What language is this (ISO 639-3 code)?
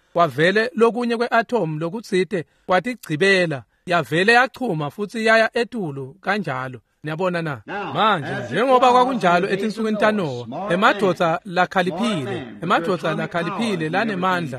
ssw